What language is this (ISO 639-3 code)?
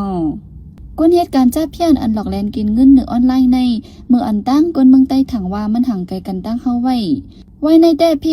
shn